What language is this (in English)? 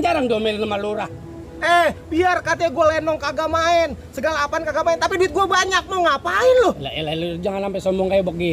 Betawi